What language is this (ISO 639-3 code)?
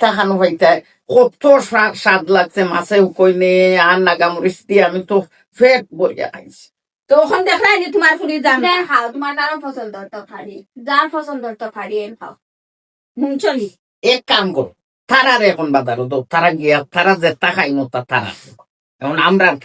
syl